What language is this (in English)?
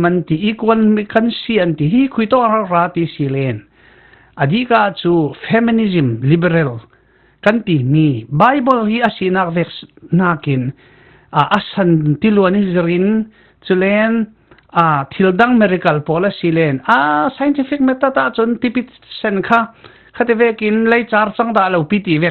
Falam Chin